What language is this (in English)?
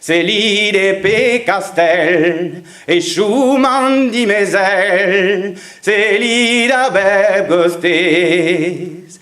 Breton